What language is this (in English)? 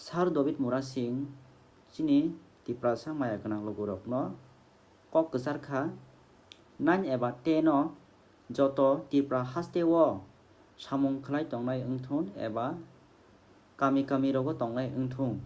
Kok Borok